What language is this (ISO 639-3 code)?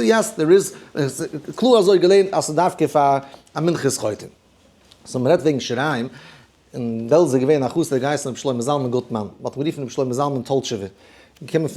yid